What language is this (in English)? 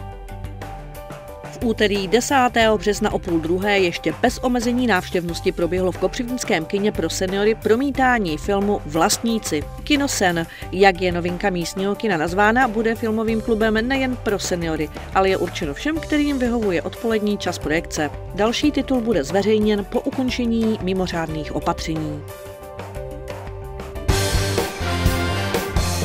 Czech